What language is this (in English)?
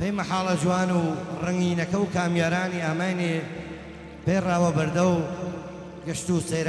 Gurani